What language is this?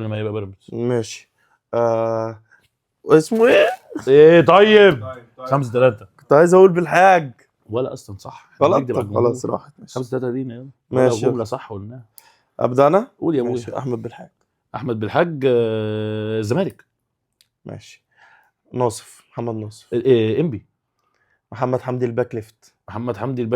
Egyptian Arabic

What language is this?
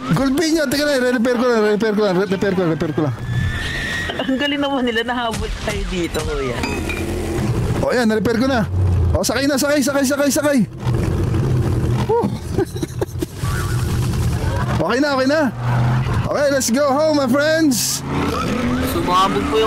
Filipino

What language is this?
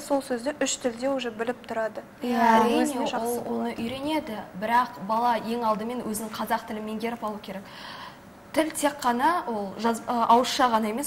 Kazakh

